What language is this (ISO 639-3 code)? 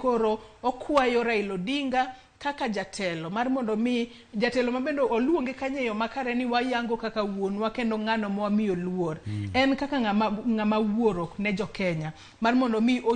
luo